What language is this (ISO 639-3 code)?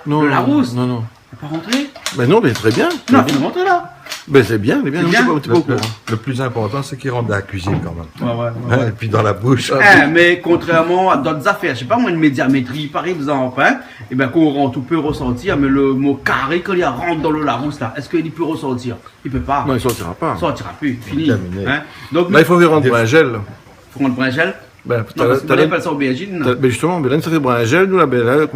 rcf